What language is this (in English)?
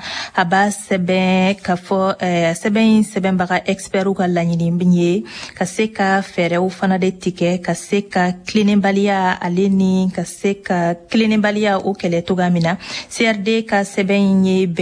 Bambara